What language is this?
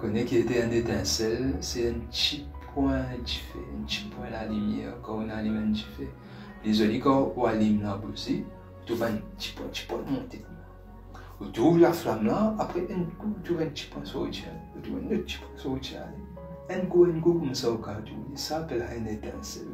Morisyen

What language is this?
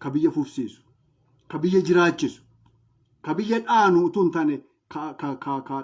Oromo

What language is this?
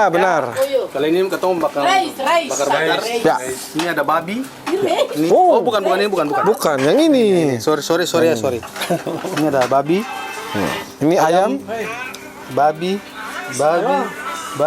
Ambonese Malay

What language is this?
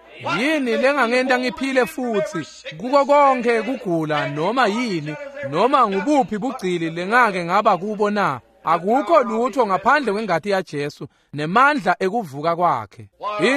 Swati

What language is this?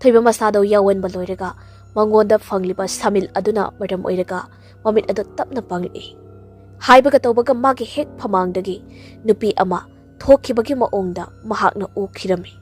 Manipuri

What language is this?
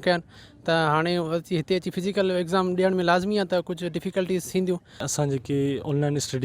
Sindhi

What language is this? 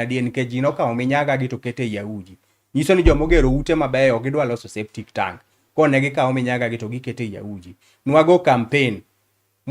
Luo (Kenya and Tanzania)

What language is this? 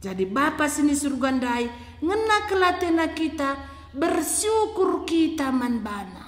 Batak Karo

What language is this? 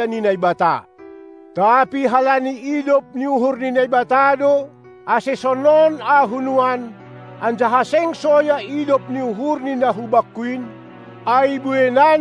Batak Simalungun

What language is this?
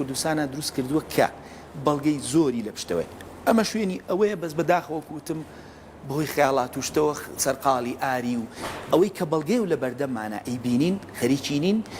Central Kurdish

